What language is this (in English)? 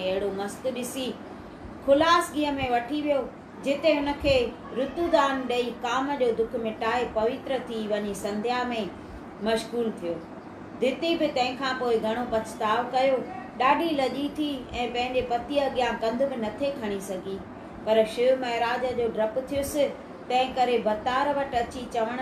Sindhi